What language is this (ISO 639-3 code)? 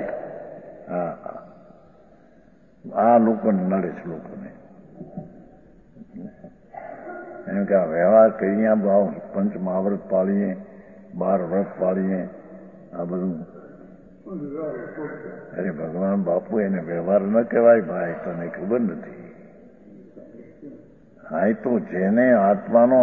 guj